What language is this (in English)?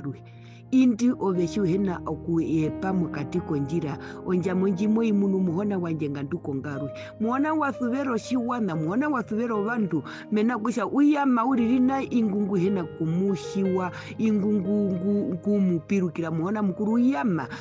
Herero